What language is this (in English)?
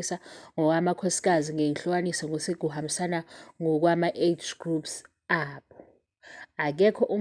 Zulu